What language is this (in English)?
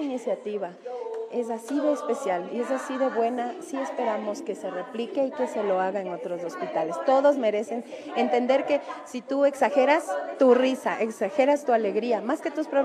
Spanish